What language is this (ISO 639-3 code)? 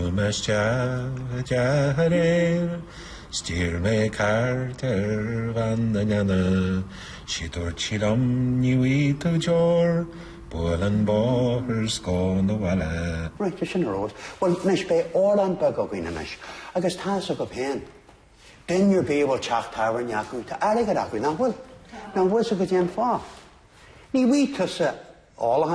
gle